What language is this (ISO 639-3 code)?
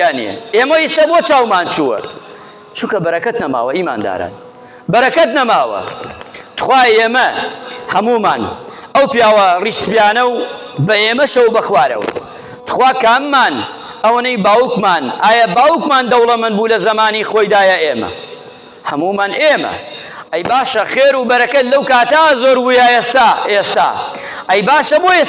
ckb